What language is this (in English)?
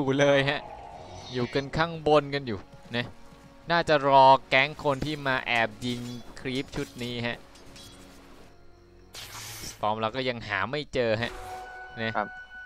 Thai